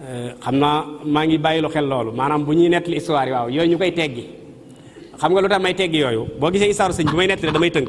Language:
Wolof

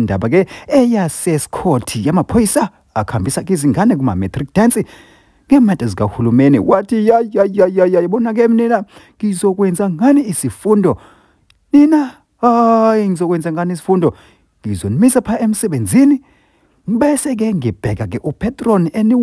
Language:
Zulu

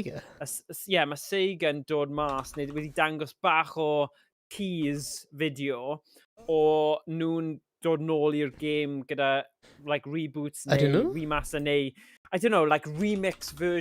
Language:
Welsh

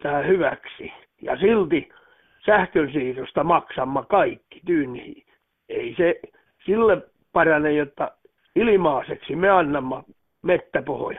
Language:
Finnish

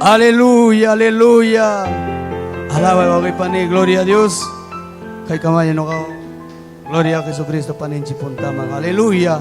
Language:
Ayacucho Quechua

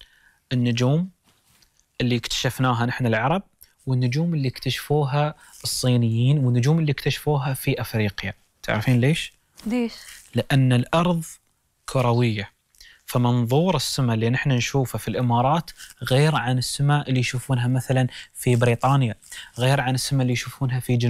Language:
Gulf Arabic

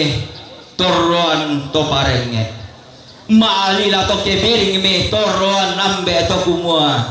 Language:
Toraja-Sa'dan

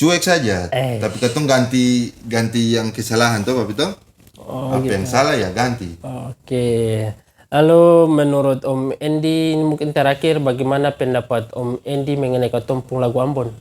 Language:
Ambonese Malay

